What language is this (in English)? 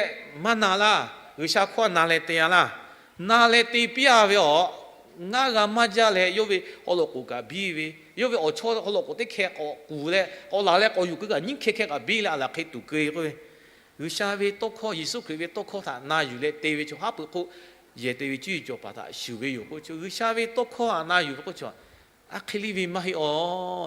Lahu